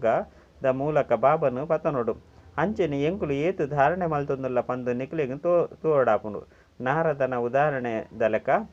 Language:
Tulu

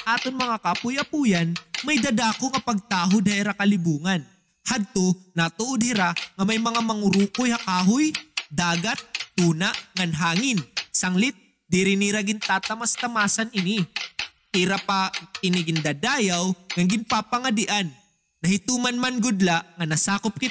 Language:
Waray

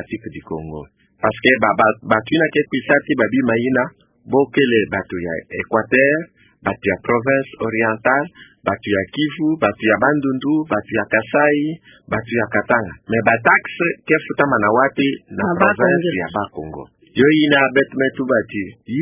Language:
Kituba (Democratic Republic of Congo)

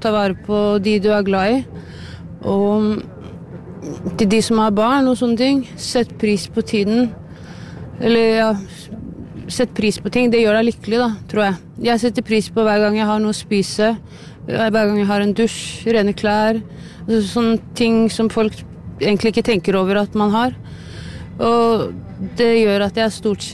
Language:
Norwegian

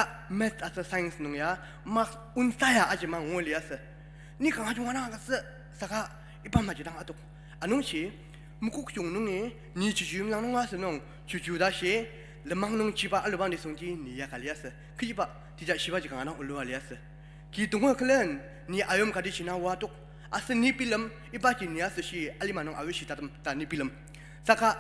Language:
Ao Naga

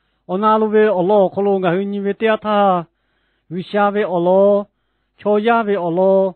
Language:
Lahu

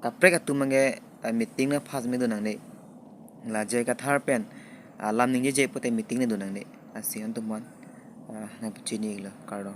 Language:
Karbi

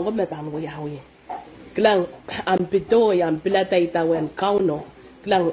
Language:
Pohnpeian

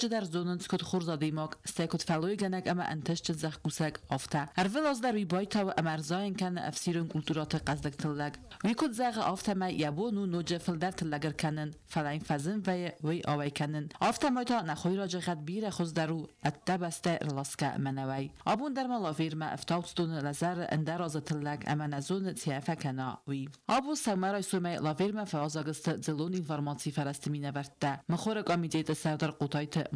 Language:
Ossetic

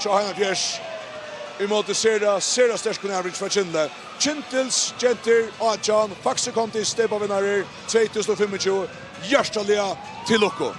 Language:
Faroese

